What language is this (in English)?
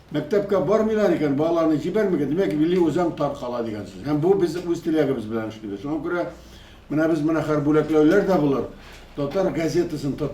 Tatar